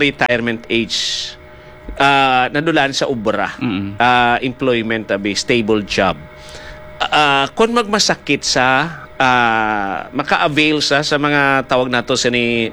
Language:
Hiligaynon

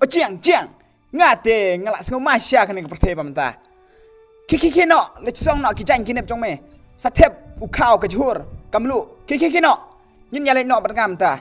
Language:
Khasi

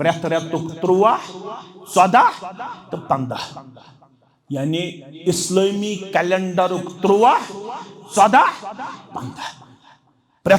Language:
Kashmiri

